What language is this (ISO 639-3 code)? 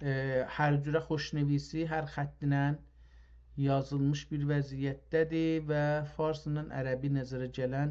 azb